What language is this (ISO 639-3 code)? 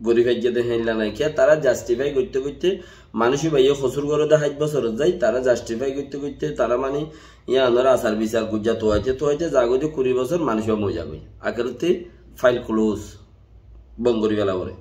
rhg